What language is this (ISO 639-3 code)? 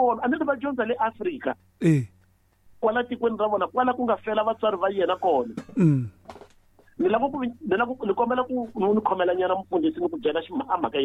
tso